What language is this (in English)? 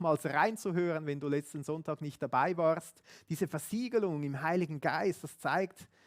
Swiss German